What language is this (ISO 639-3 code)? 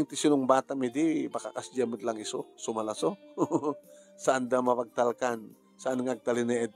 ilo